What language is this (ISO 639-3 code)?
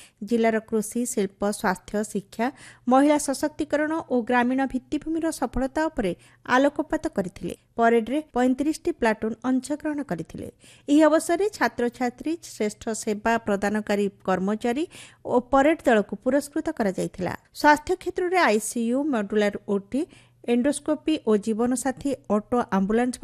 ori